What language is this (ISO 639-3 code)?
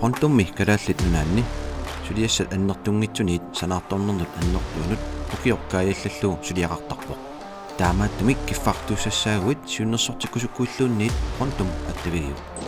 kal